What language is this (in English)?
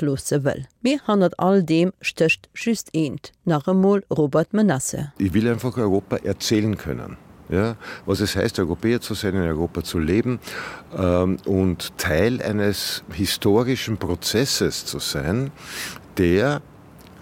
Luxembourgish